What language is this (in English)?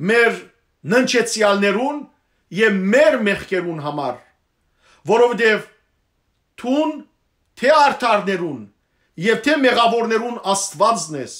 Western Armenian